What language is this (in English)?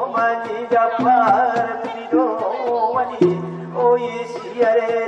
Batak Angkola